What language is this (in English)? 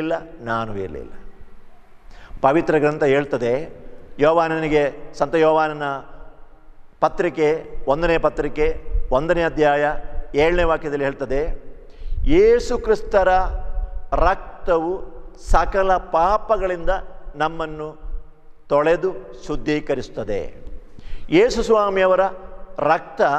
Kannada